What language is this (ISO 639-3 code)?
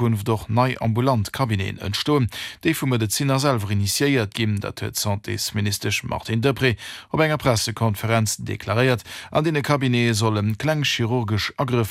ltz